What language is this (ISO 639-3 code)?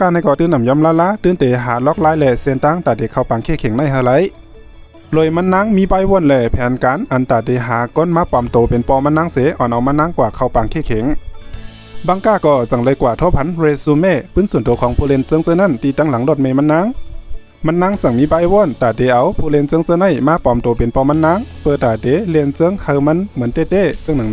shn